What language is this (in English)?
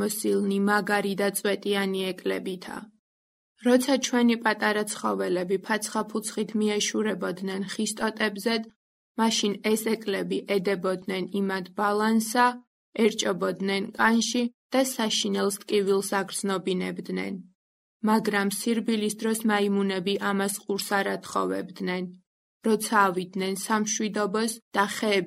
Georgian